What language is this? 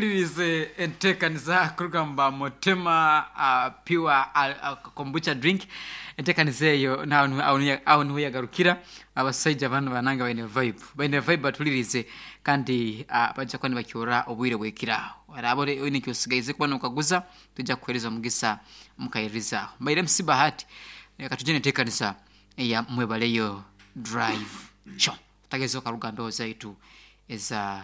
Nyankole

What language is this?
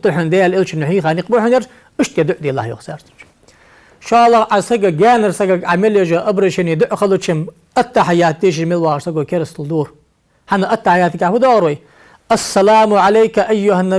Ingush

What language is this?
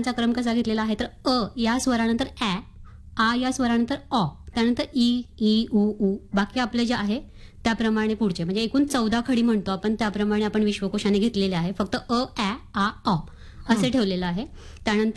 Marathi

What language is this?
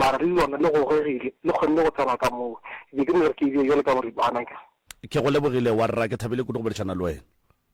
Northern Sotho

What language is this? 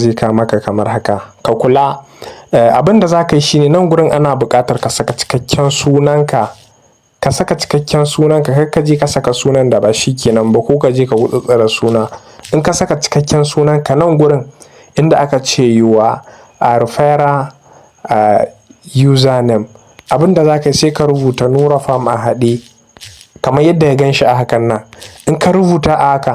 Hausa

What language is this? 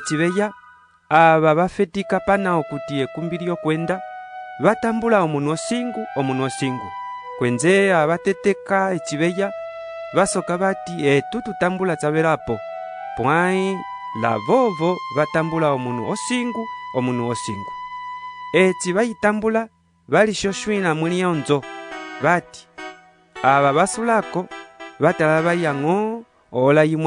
Umbundu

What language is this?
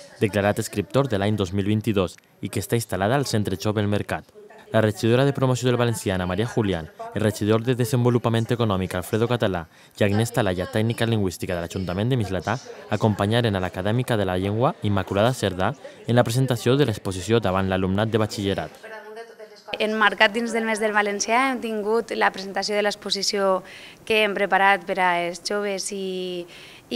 Catalan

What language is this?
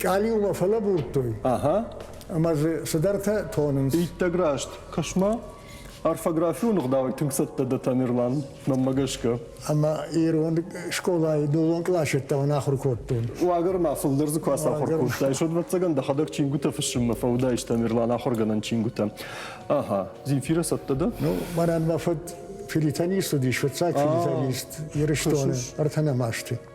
Ossetic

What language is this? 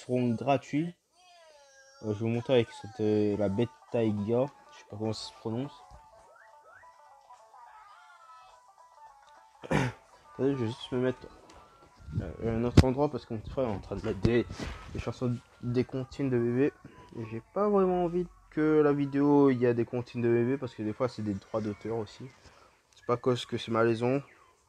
French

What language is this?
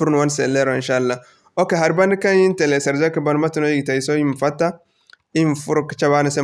Zarma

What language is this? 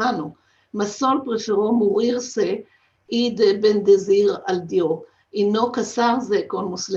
Ladino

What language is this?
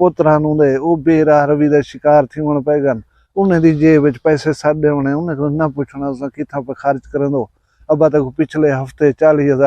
Saraiki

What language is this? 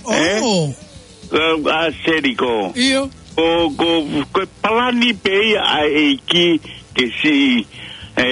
Tongan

